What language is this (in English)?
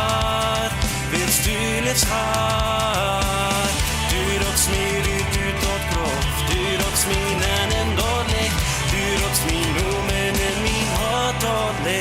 Plautdietsch